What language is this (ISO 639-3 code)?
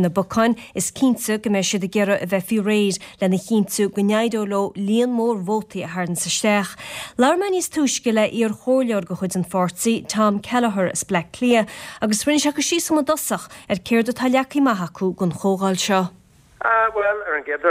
gle